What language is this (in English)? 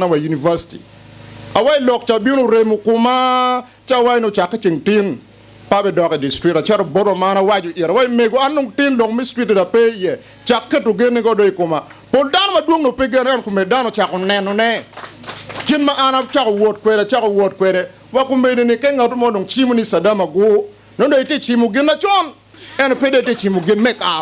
Acoli